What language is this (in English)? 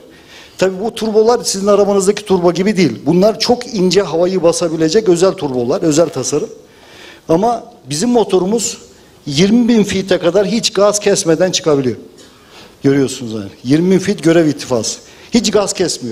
Turkish